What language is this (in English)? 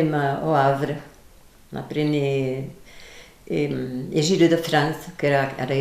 Occitan